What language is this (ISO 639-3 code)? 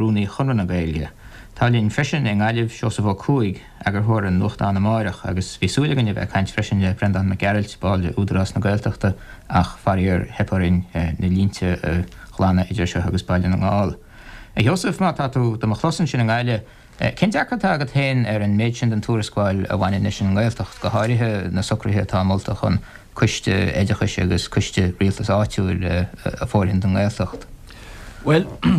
gle